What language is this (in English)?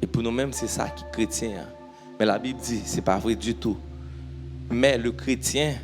Haitian Creole